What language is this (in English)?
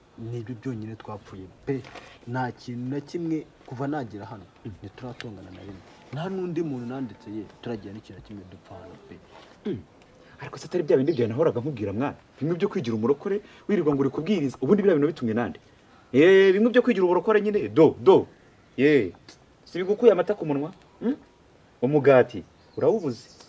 Kinyarwanda